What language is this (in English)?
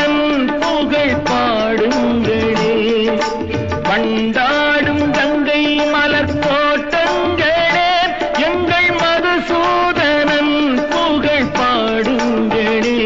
Tamil